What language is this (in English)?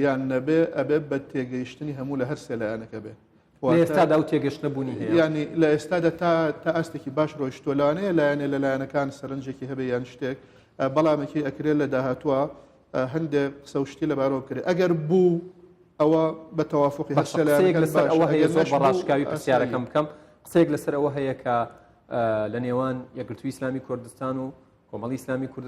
Central Kurdish